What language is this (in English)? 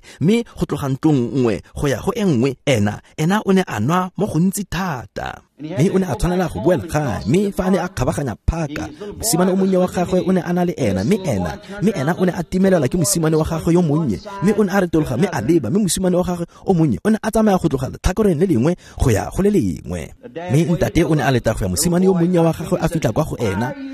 Tswana